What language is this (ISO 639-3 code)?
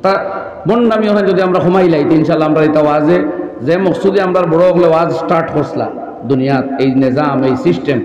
syl